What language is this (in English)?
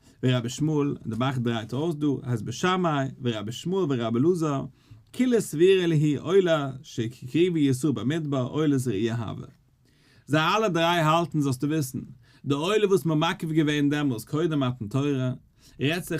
Yiddish